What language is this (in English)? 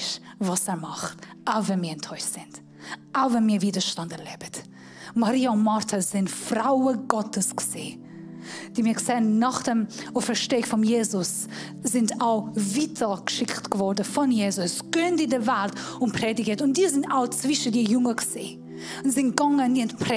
Swiss German